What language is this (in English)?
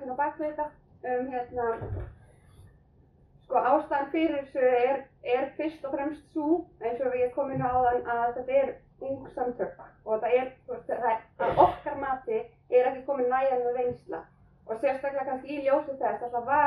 Icelandic